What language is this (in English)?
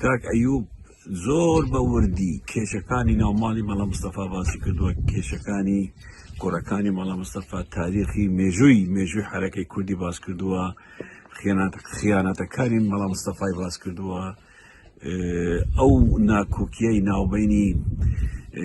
Central Kurdish